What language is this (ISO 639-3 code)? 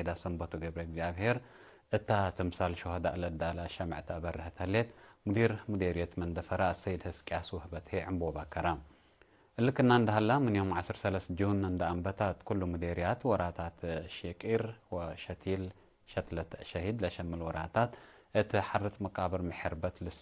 tig